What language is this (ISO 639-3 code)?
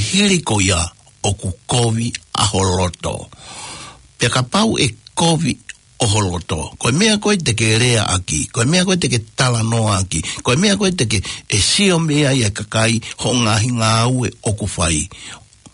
ton